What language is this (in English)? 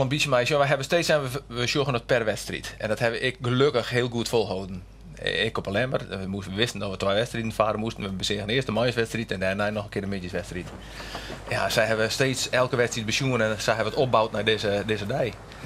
Western Frisian